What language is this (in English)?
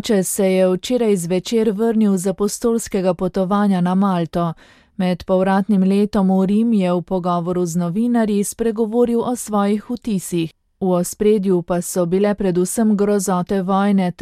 Slovenian